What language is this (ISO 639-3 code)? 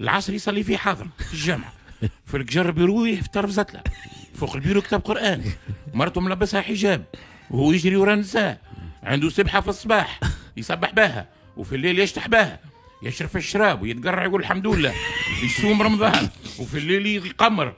aeb